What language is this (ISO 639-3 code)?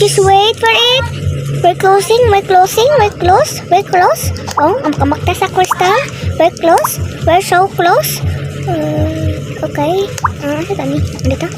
ceb